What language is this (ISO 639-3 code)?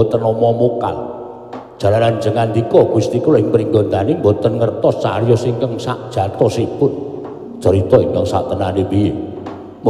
jav